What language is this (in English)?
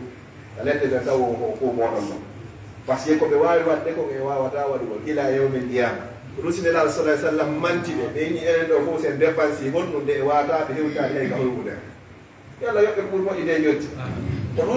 Fula